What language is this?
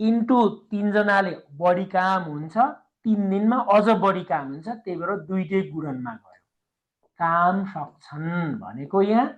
Nepali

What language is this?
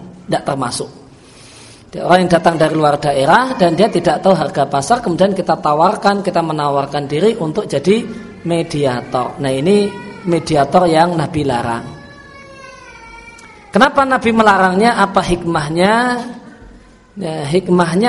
Indonesian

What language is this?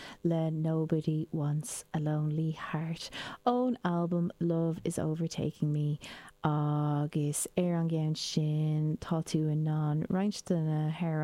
Irish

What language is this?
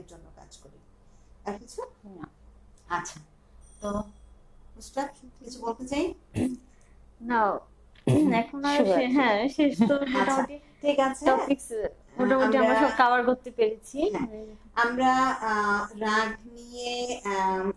Bangla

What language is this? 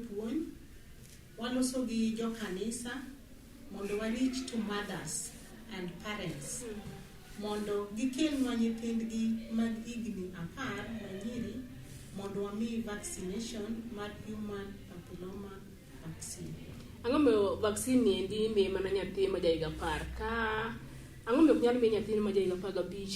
Luo (Kenya and Tanzania)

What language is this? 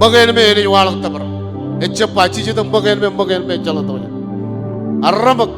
Marshallese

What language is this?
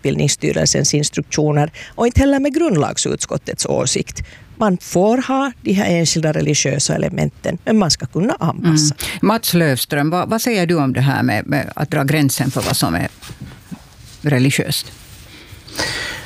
Swedish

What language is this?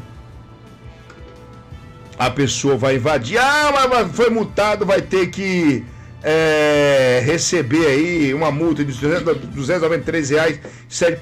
Portuguese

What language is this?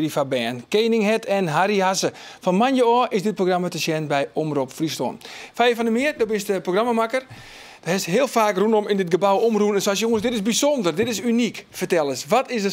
Western Frisian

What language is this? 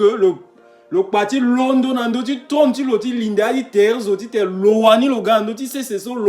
Sango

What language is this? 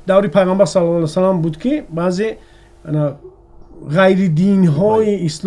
Tajik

